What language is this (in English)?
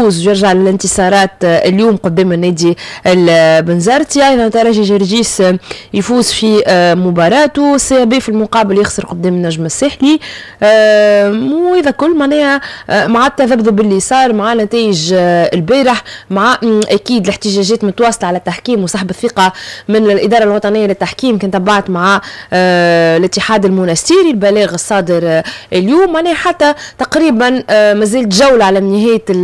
Tunisian Arabic